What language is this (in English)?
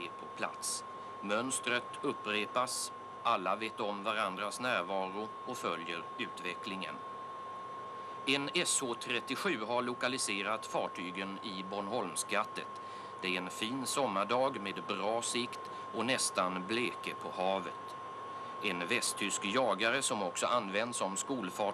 Swedish